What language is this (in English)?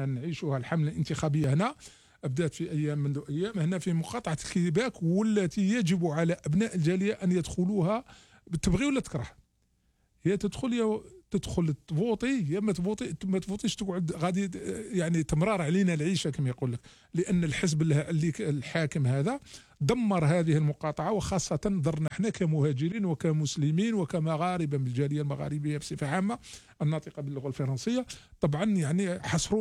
Algerian Arabic